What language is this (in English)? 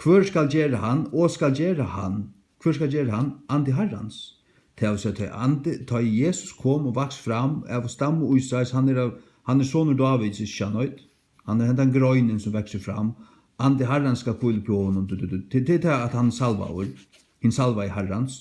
Faroese